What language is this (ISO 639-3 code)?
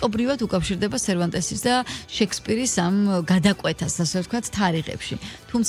kat